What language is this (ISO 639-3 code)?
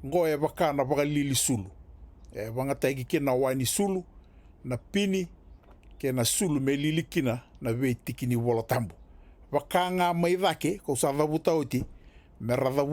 fij